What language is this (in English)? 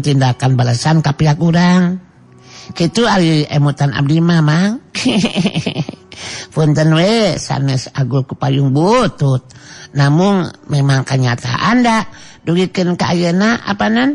Sundanese